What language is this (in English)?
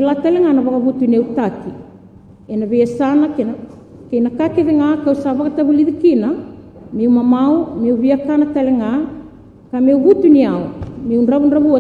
Fijian